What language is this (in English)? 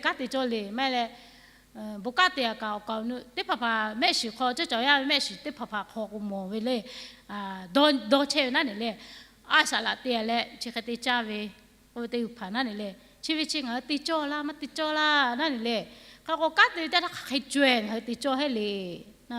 Lahu